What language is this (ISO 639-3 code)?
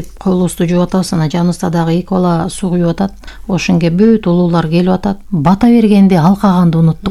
kir